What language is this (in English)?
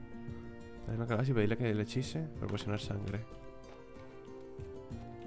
Spanish